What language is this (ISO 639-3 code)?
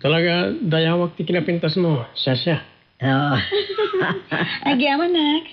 ilo